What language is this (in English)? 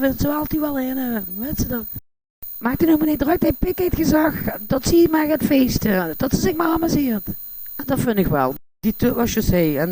Limburgish